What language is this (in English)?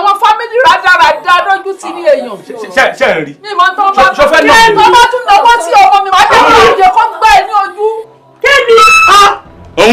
Yoruba